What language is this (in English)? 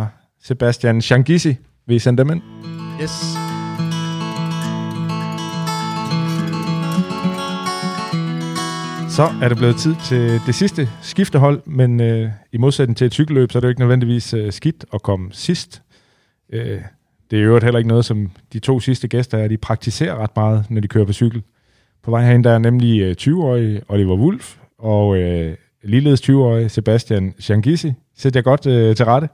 Danish